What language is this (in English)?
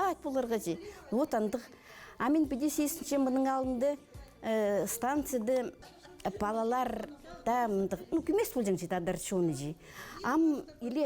Khakas